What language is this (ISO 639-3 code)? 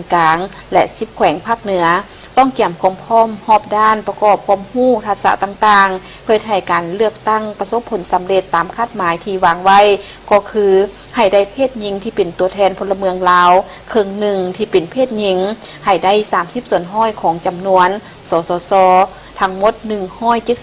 lao